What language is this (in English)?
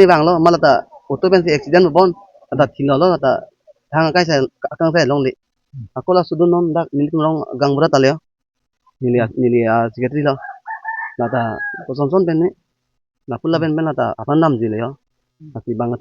Karbi